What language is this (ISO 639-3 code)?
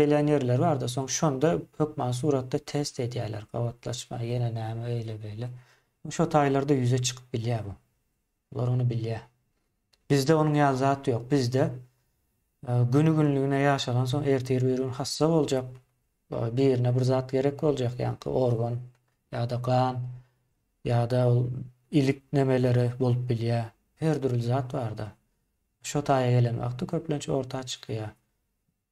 tuk